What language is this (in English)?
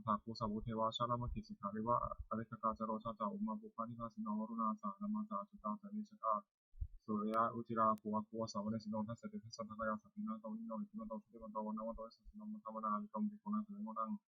Pali